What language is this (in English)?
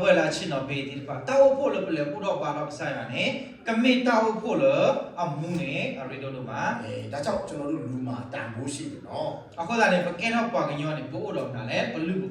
S'gaw Karen